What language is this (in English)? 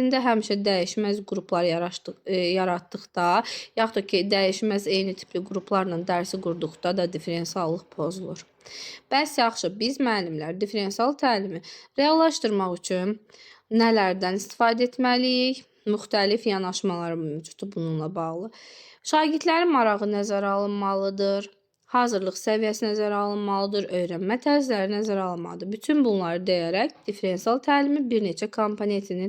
Azerbaijani